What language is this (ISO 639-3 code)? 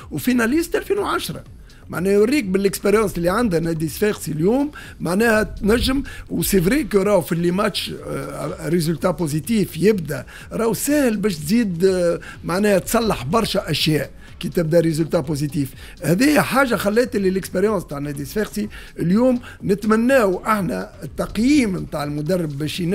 aeb